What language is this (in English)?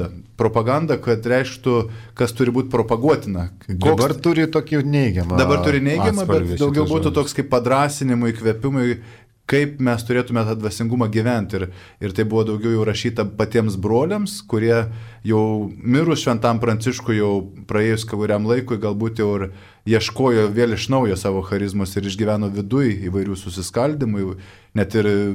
Lithuanian